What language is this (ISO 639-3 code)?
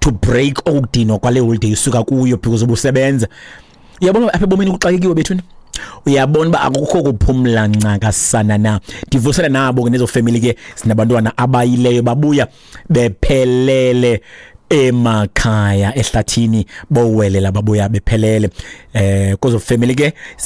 xho